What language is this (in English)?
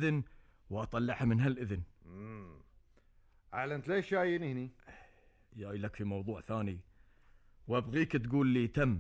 Gulf Arabic